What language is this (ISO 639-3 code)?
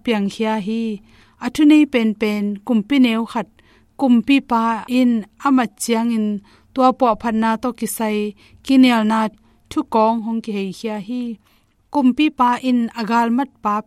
ctd